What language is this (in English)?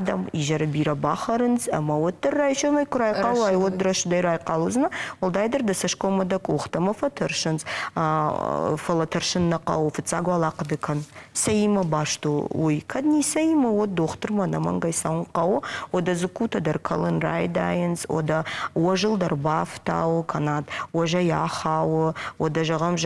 Ossetic